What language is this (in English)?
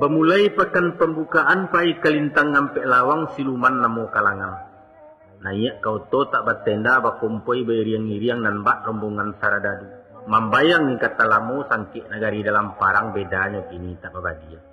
Minangkabau